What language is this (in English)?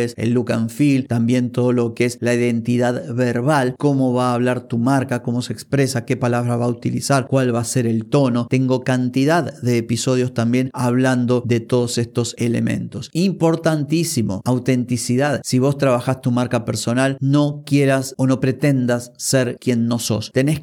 Spanish